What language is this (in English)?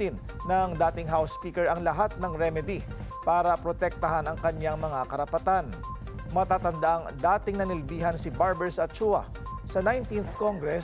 Filipino